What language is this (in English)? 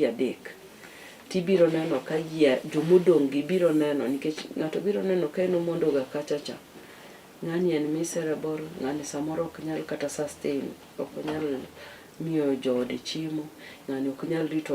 Luo (Kenya and Tanzania)